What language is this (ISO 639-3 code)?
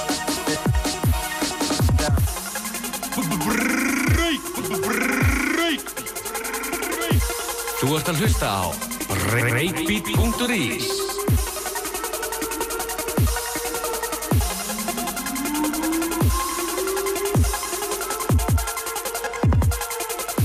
isl